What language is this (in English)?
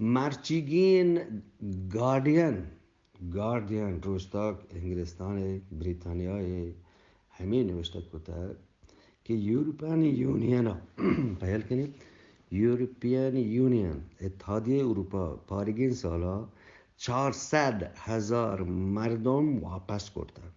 Eastern Balochi